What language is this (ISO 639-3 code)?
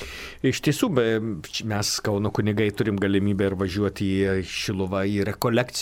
lit